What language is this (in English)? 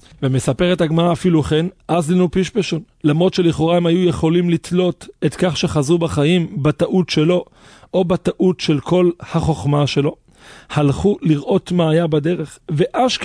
Hebrew